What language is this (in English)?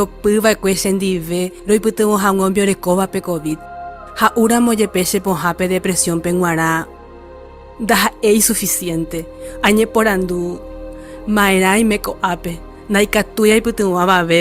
Guarani